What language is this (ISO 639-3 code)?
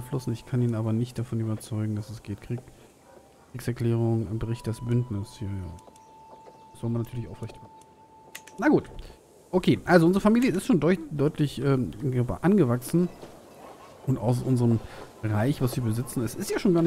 deu